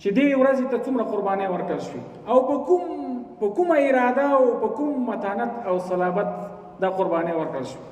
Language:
Pashto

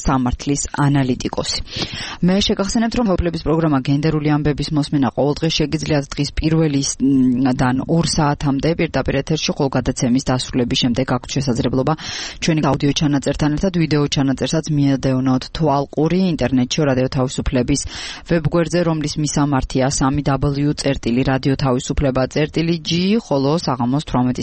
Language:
Georgian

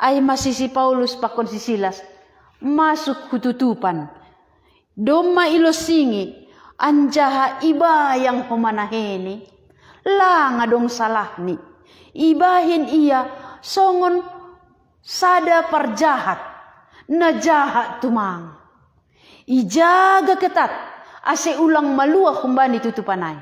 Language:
Batak Simalungun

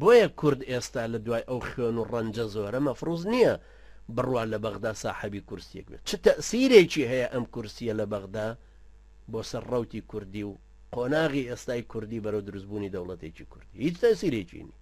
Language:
Central Kurdish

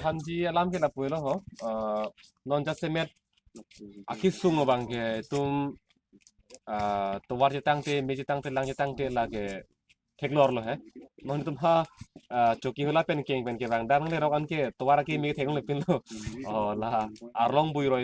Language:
Karbi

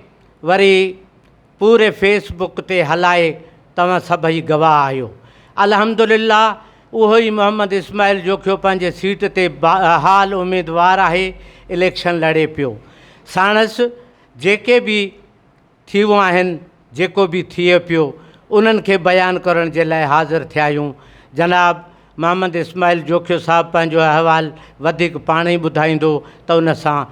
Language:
Sindhi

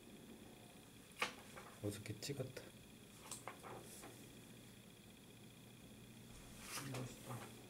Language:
Korean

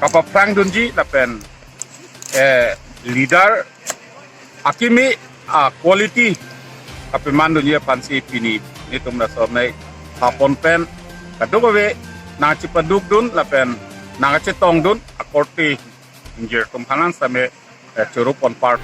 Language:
Karbi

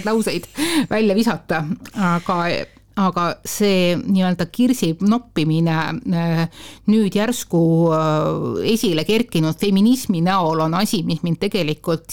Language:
Estonian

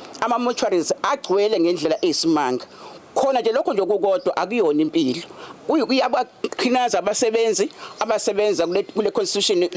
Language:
Zulu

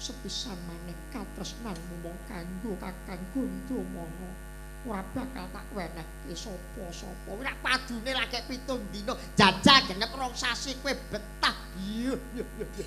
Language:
Javanese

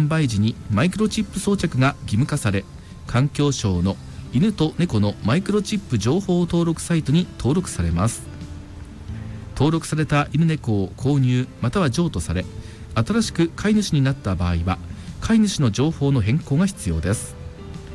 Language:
Japanese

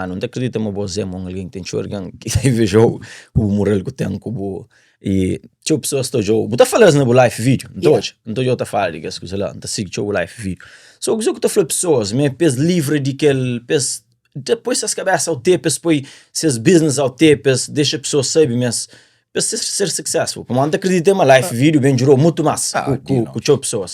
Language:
Kabuverdianu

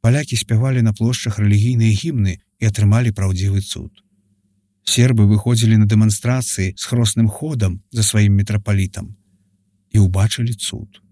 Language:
Belarusian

